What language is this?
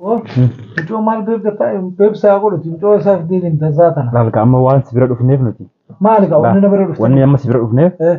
Oromo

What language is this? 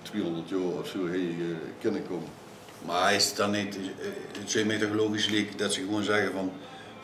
Limburgish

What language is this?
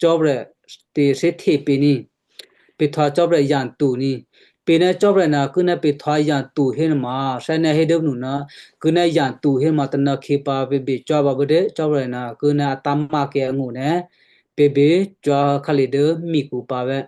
Western Kayah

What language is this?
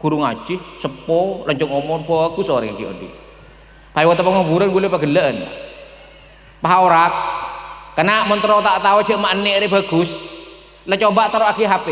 Madurese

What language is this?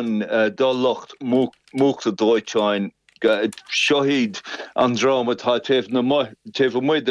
Irish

